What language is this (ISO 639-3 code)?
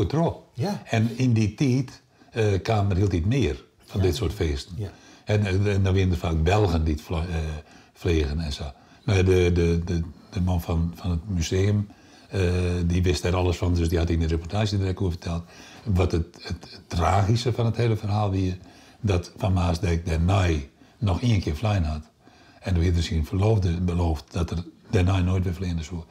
fry